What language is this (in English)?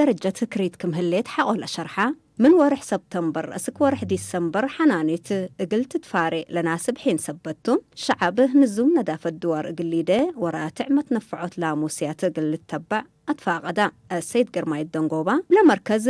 Tigre